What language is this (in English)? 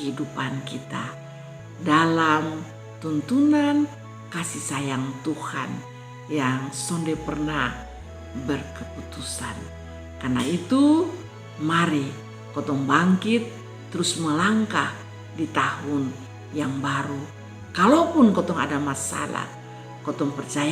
Kupang Malay